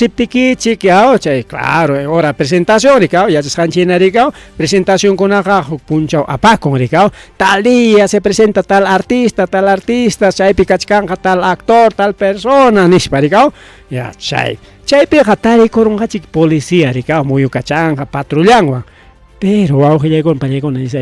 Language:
Ayacucho Quechua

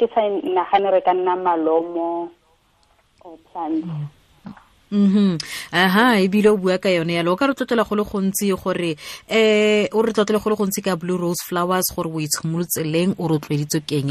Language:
Tswana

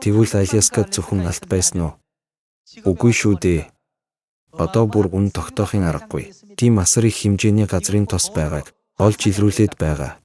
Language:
Mongolian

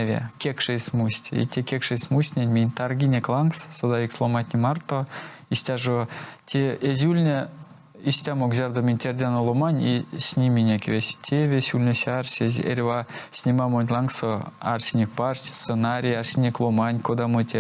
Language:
Erzya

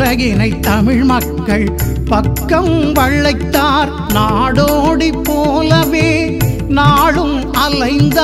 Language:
Tamil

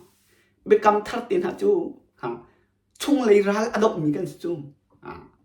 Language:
Hakha Chin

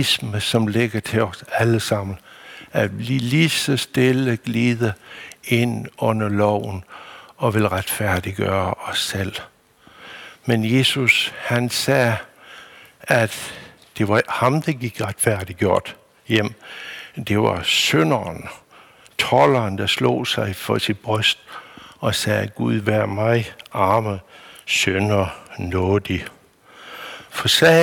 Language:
Danish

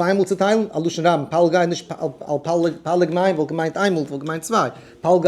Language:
Yiddish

